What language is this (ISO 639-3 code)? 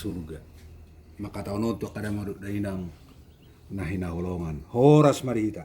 bbc